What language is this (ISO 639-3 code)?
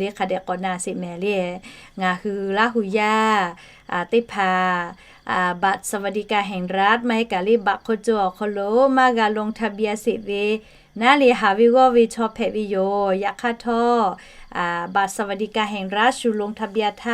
lhu